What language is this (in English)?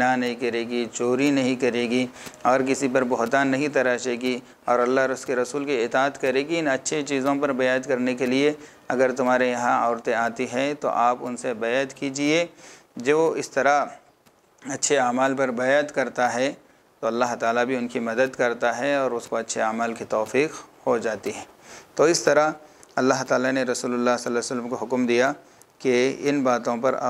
Urdu